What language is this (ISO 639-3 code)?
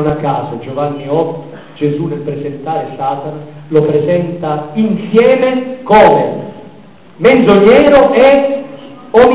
ita